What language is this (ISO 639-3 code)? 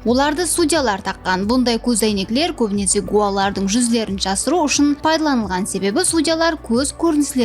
kaa